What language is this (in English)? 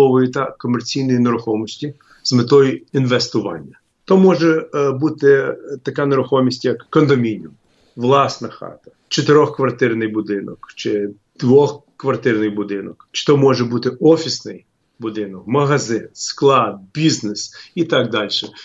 Ukrainian